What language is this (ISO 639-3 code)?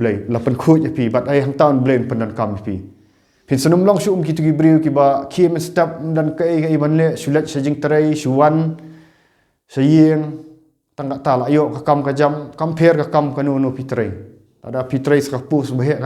kha